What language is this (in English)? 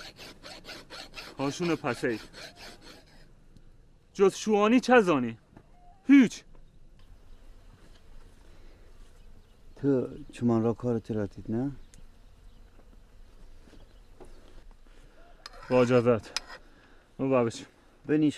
Persian